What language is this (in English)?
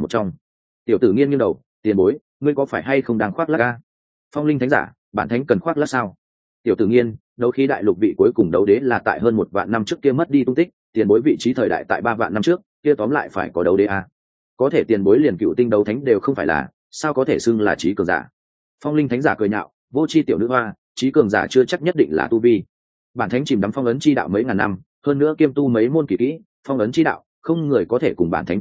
Vietnamese